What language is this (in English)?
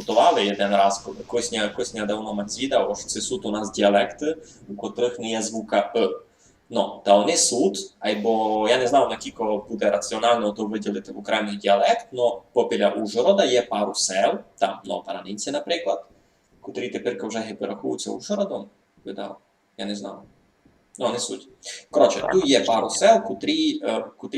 Rusyn